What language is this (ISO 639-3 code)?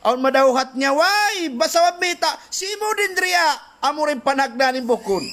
tsg